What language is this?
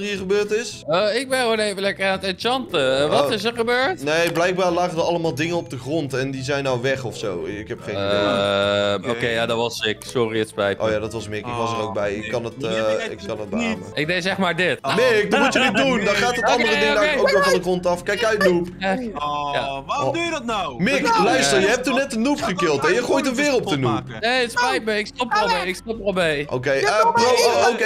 Dutch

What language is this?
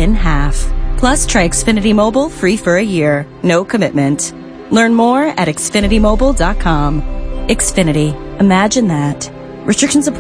English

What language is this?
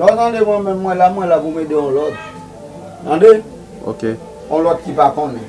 Haitian Creole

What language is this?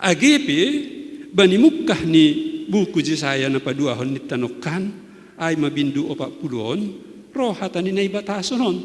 Batak Simalungun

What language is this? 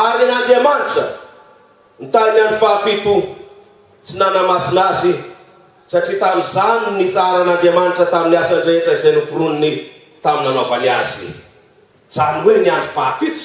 Malagasy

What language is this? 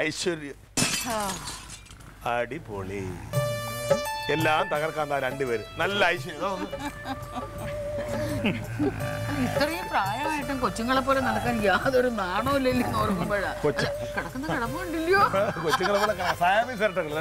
Malayalam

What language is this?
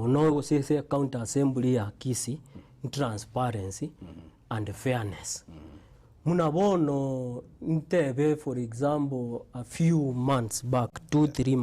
Gusii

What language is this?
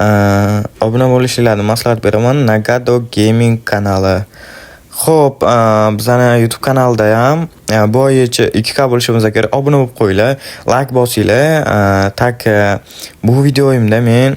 Uzbek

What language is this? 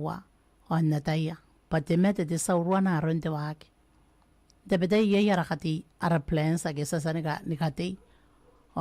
Gilbertese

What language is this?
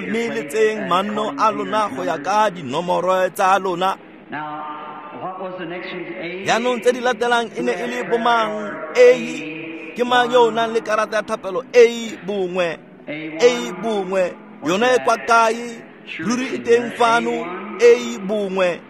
Tswana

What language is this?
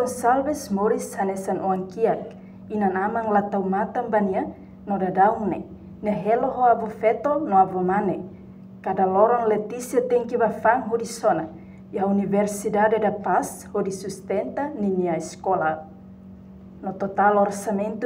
Tetum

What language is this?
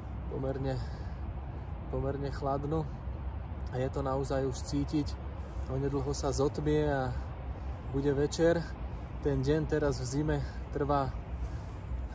Slovak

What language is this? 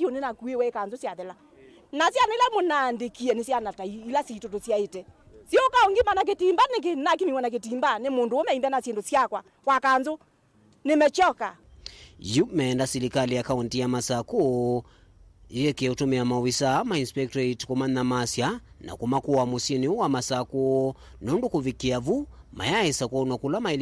Kamba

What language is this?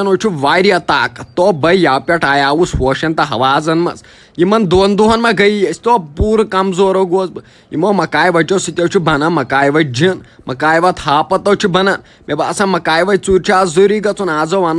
Kashmiri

